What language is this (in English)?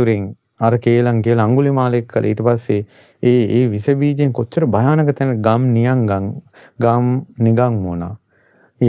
Sinhala